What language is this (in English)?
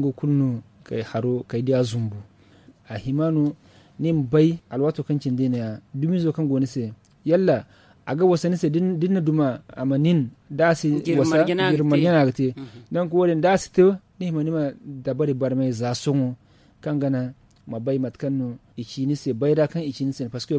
Zarma